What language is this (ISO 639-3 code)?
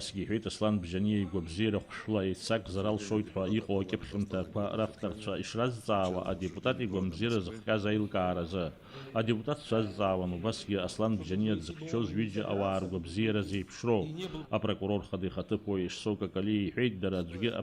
abk